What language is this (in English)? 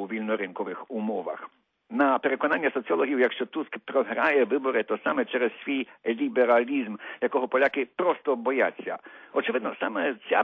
Ukrainian